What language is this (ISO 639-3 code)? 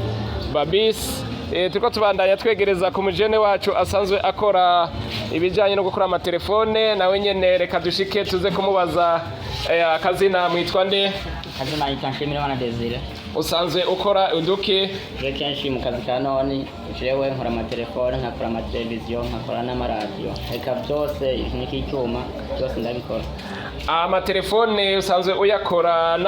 run